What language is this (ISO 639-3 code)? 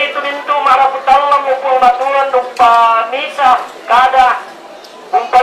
sda